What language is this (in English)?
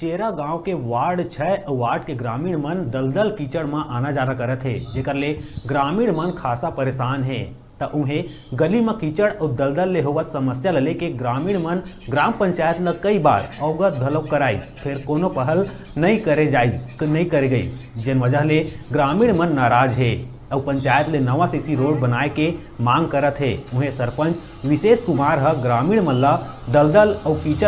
Chhattisgarhi